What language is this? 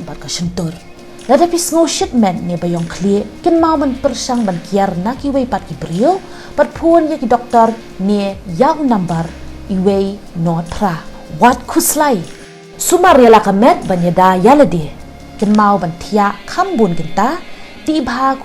Khasi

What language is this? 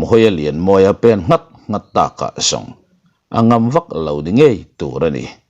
Mizo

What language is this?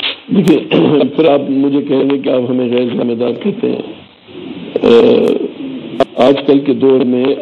Urdu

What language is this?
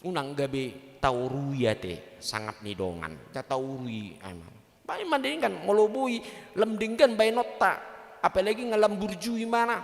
Batak Toba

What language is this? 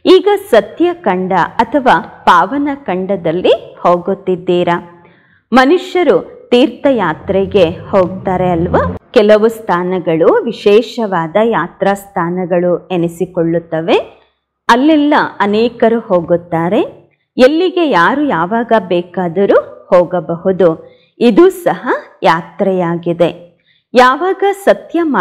Kannada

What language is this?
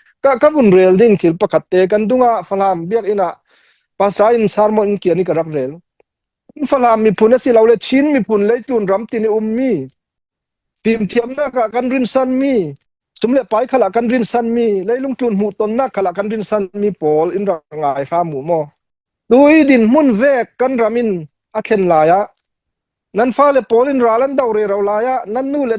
Falam Chin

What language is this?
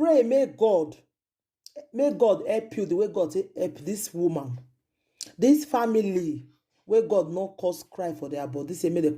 Nigerian Pidgin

